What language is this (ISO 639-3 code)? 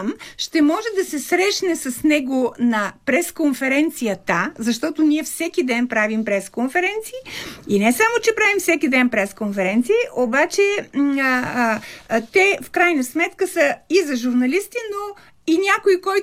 bul